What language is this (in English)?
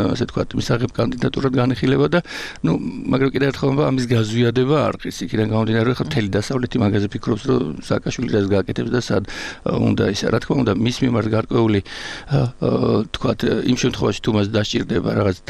Georgian